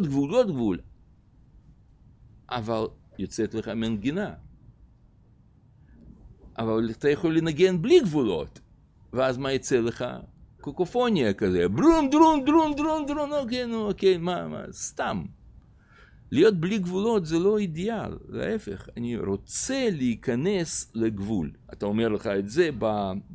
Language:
Hebrew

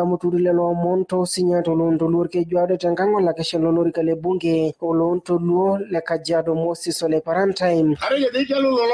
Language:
Masai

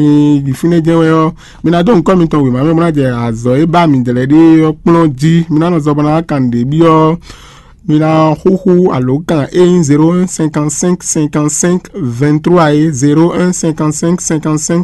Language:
Fon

